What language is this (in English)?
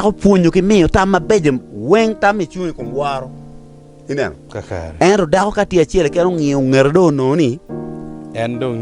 Acoli